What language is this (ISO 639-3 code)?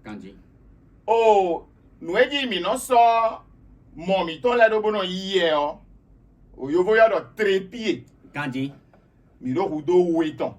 fon